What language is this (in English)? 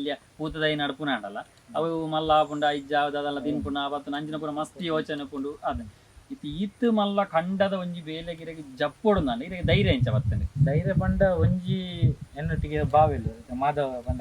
Tulu